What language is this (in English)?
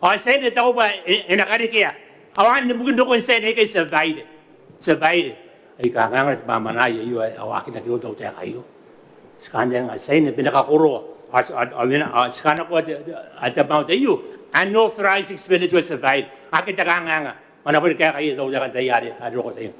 Gilbertese